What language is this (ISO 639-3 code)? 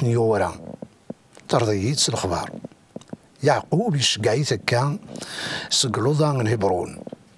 kab